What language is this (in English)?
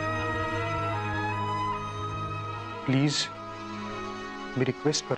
Marathi